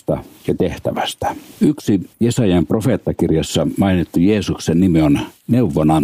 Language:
Finnish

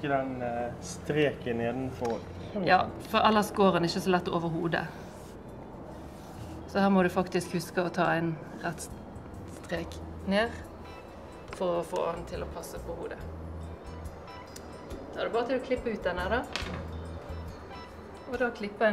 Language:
Norwegian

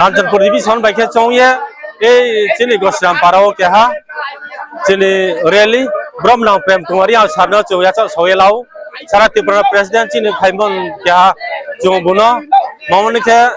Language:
Riang (India)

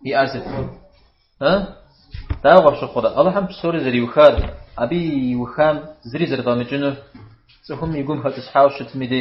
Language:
Kabardian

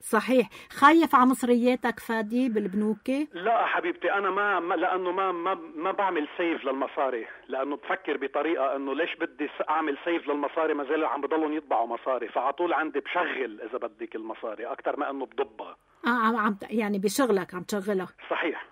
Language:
North Levantine Arabic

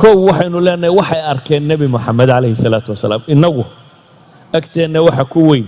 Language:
Somali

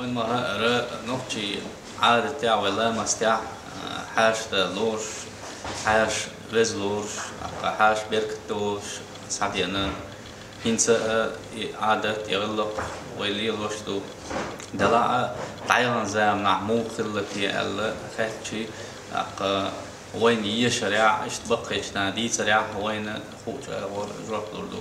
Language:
Chechen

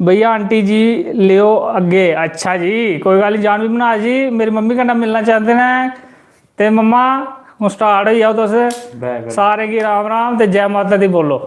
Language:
Dogri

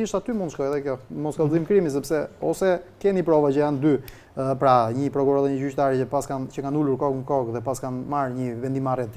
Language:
Albanian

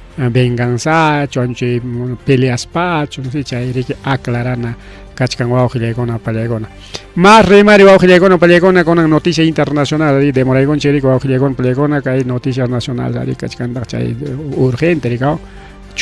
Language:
Ayacucho Quechua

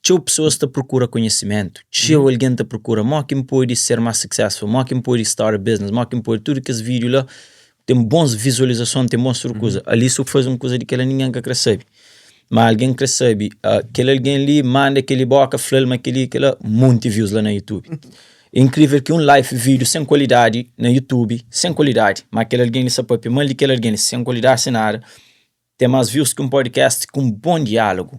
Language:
Kabuverdianu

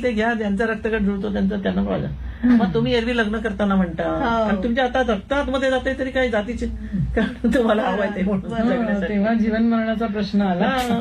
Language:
Marathi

